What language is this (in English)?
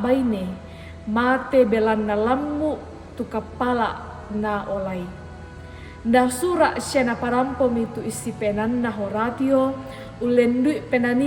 Toraja-Sa'dan